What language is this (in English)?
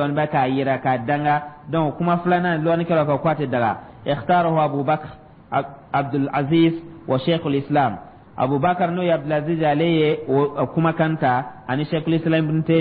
Dyula